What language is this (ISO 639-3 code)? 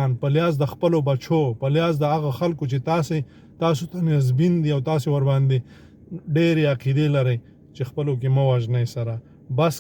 pus